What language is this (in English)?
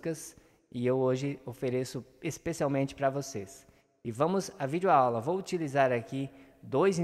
Portuguese